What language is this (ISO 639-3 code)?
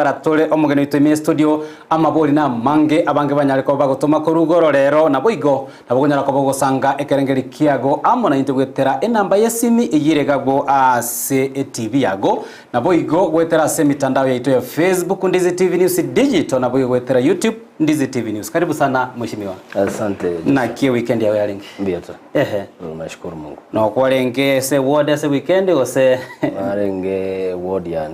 guz